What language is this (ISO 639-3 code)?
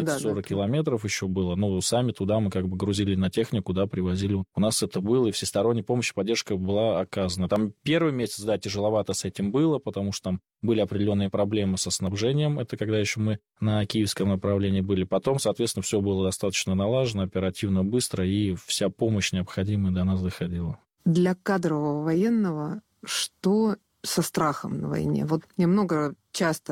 rus